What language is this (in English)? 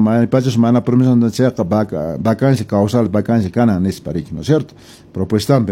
Quechua